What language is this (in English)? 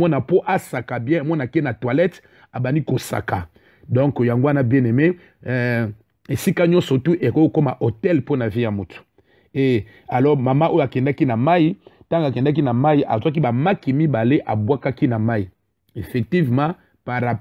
Lingala